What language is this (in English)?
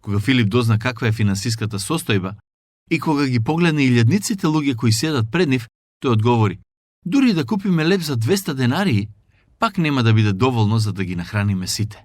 Macedonian